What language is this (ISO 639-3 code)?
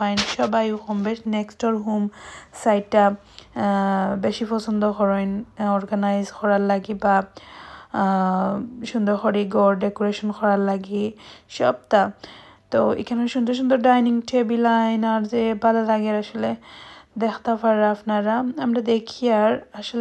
syl